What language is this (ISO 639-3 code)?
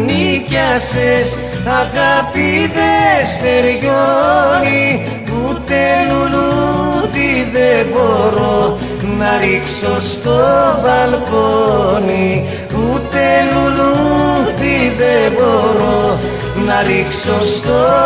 ell